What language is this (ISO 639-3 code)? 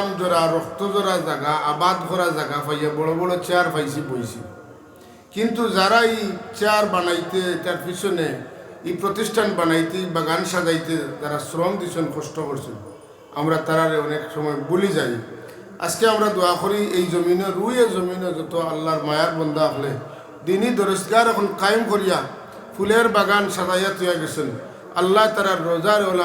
syl